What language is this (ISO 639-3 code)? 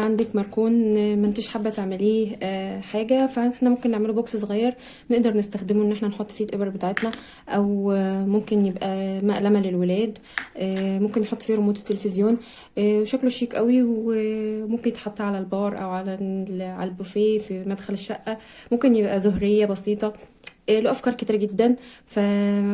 arz